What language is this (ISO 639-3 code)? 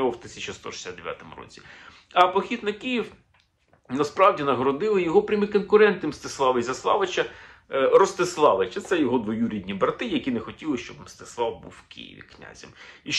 ukr